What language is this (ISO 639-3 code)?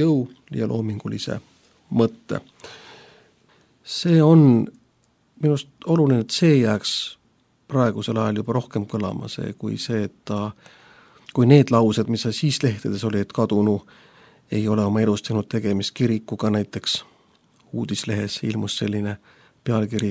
est